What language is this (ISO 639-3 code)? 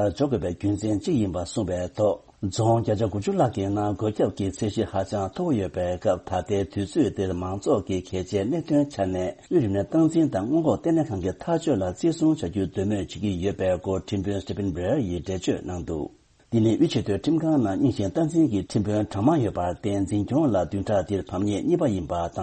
bod